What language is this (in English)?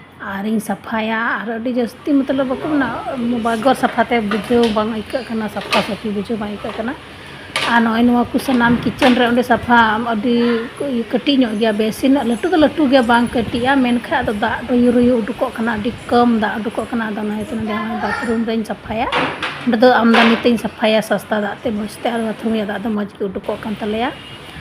Santali